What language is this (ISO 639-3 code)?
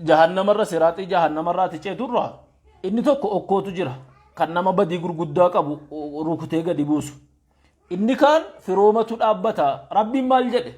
orm